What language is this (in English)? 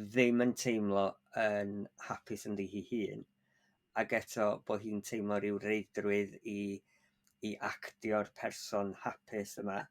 Welsh